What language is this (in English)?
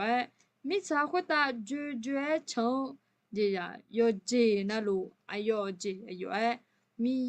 Akha